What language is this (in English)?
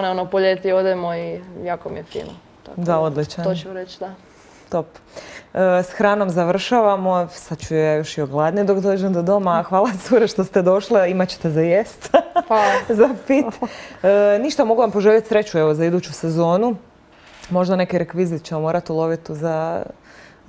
Croatian